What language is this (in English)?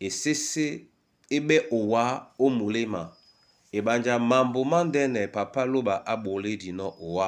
Duala